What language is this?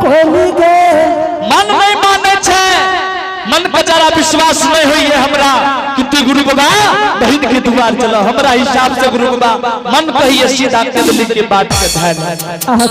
Angika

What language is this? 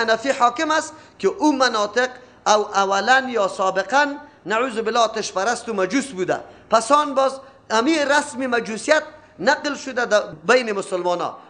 Persian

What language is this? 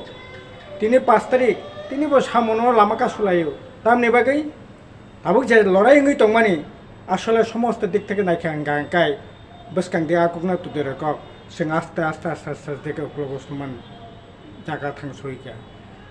Kok Borok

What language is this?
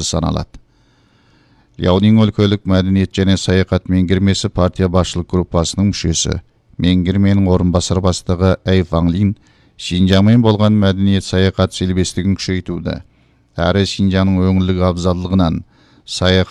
Kazakh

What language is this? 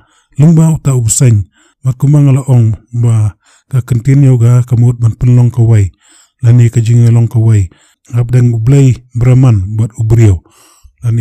Khasi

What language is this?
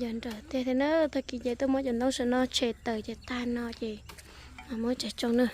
Hmong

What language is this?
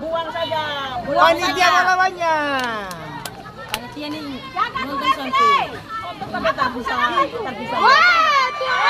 Ambonese Malay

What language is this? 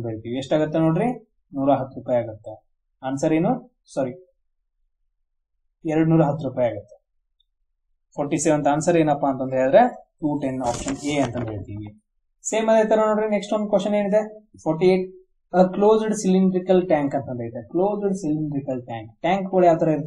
Kannada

